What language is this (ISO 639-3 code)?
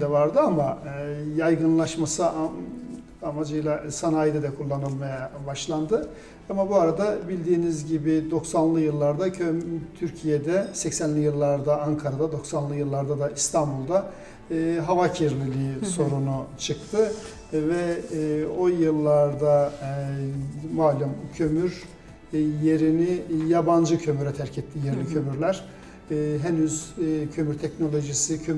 tur